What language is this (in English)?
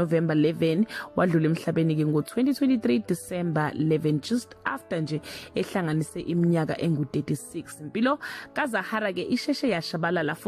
Zulu